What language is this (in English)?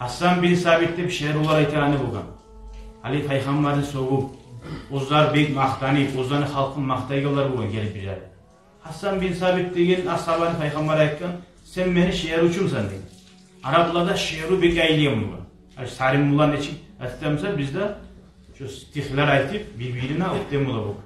Kumyk